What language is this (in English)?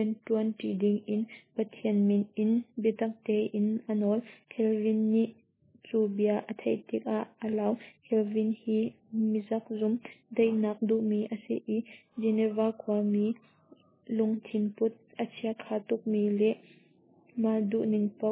Hakha Chin